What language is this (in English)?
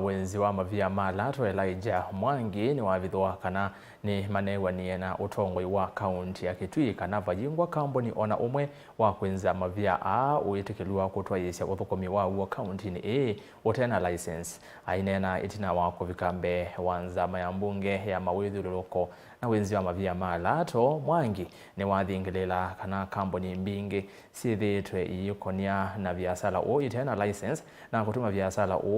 Kamba